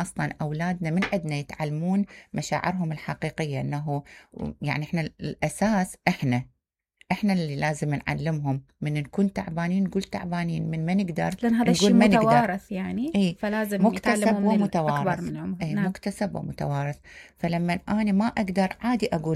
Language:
Mesopotamian Arabic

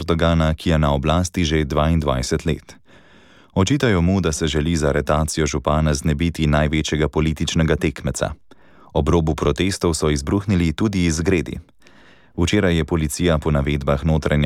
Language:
Slovenian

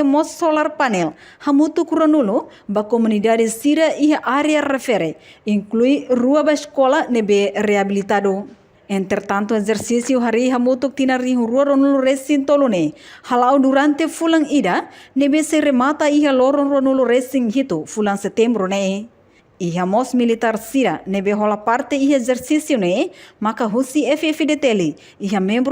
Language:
Tetum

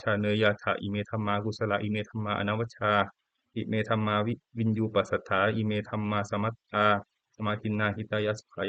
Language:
Pali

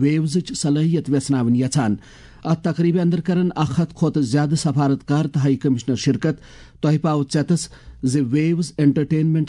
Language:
Kashmiri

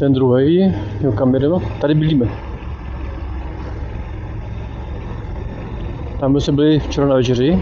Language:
Czech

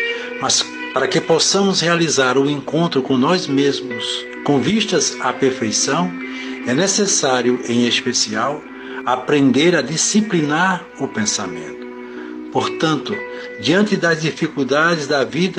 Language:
Portuguese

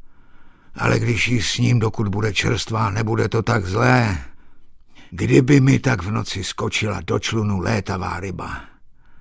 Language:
Czech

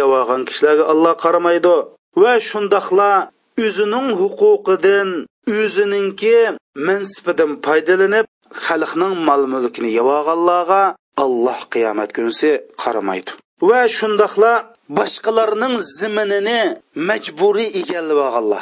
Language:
Uyghur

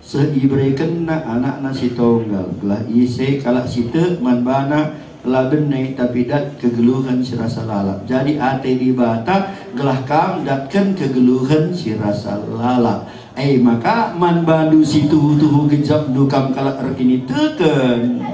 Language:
Batak Karo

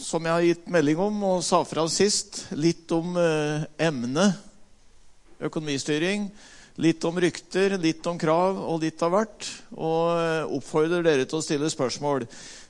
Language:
Norwegian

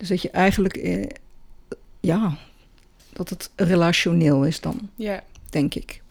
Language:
Dutch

